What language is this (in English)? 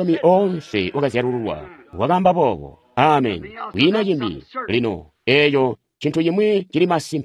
Tonga (Zambia)